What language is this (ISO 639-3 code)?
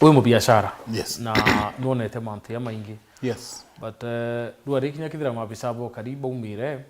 mer